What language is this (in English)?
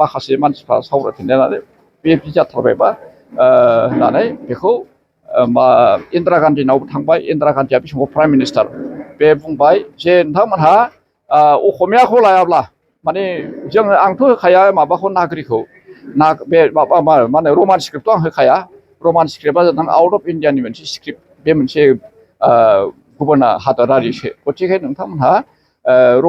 Bodo